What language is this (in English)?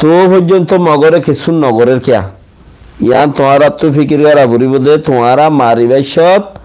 Rohingya